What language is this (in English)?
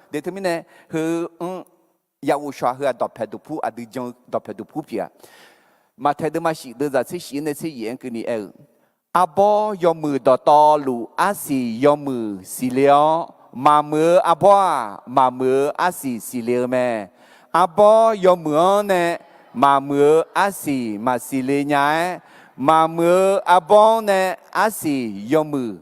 Akha